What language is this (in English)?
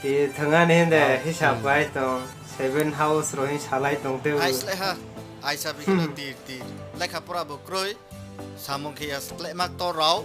Kok Borok